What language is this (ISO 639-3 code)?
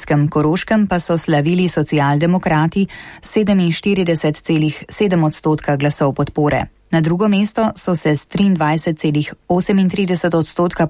slv